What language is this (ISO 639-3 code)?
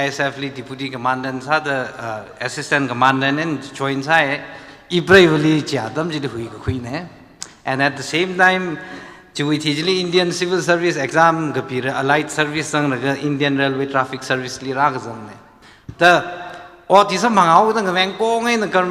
nmf